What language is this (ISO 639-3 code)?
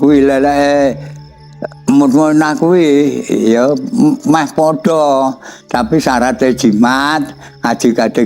jav